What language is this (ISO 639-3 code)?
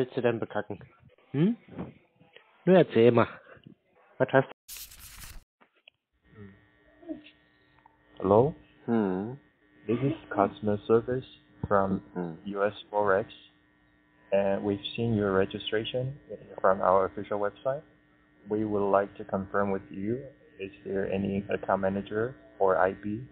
deu